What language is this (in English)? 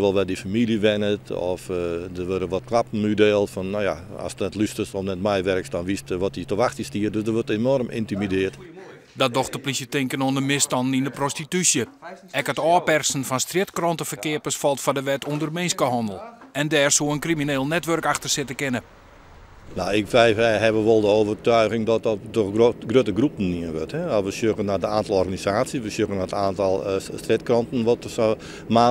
Western Frisian